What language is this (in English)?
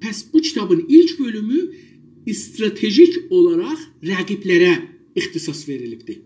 South Azerbaijani